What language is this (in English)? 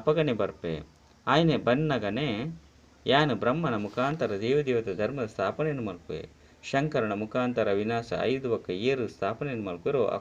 Tulu